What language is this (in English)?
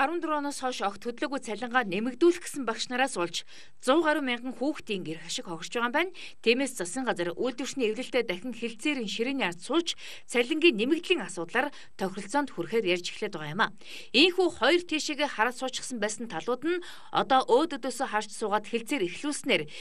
Mongolian